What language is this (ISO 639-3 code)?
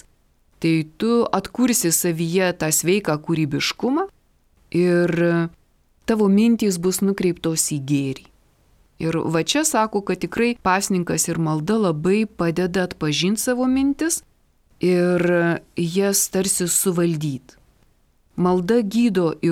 lit